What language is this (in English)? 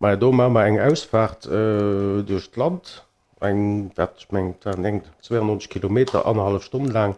Luxembourgish